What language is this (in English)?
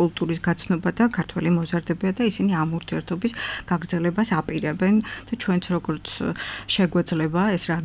Georgian